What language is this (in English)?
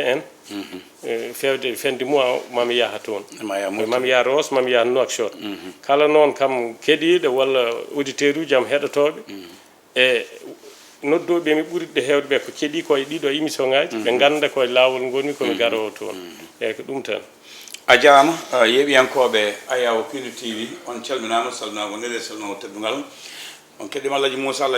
Fula